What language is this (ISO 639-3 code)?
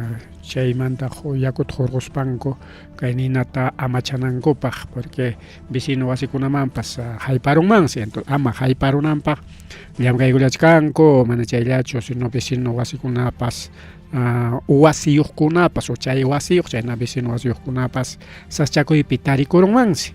quy